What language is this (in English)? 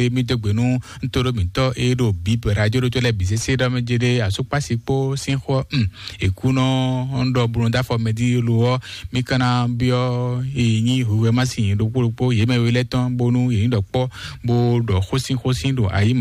Fon